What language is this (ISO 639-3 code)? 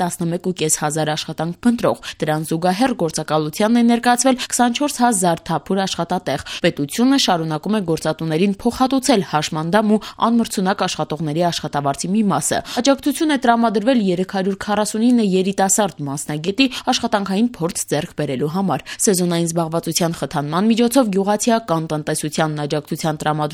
hye